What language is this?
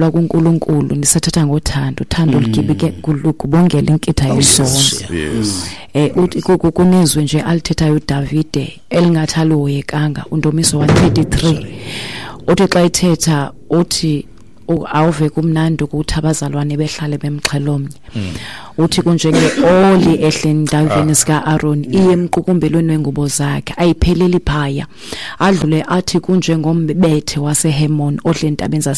Xhosa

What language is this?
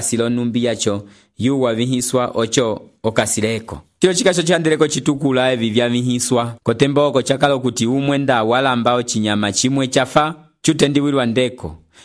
Umbundu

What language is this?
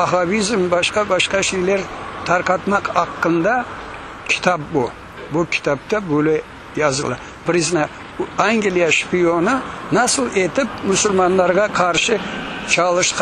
Crimean Tatar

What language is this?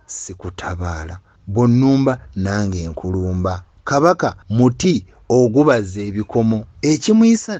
Ganda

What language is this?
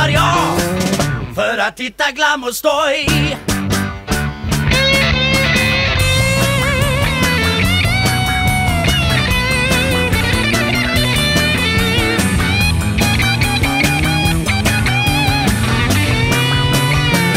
Swedish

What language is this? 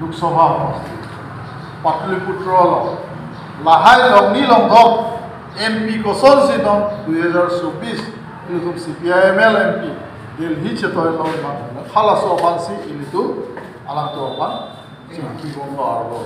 Karbi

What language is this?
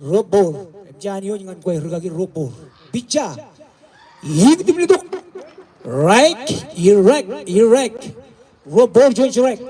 Marshallese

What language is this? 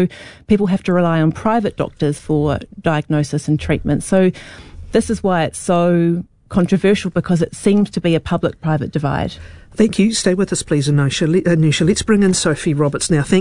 English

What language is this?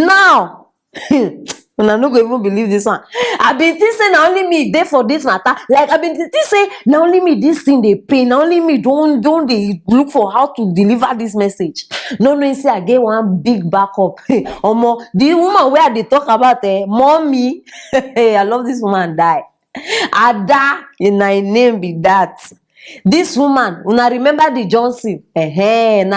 Nigerian Pidgin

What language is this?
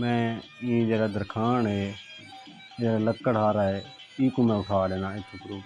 Saraiki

